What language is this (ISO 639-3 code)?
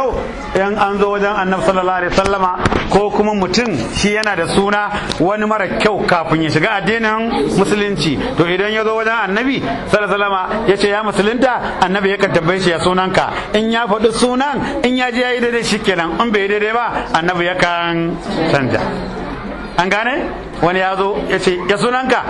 hau